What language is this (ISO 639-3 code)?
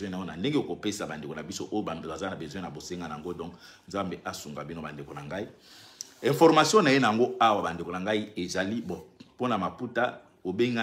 lin